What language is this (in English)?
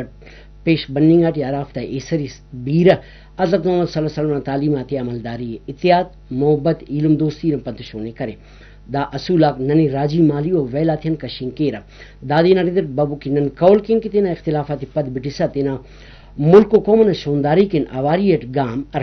Brahui